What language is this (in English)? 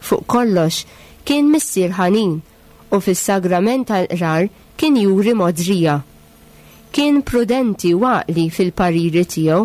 Maltese